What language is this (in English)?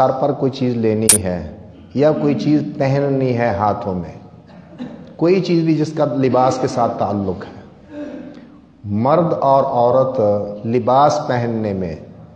Urdu